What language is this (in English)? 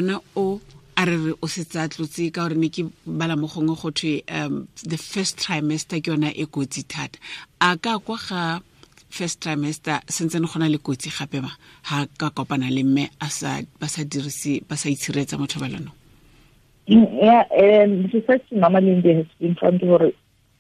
Tswana